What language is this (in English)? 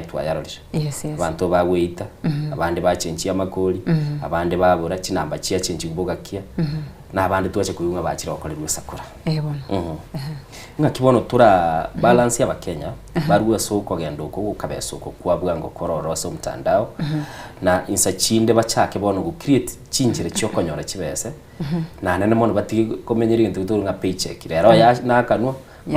Gusii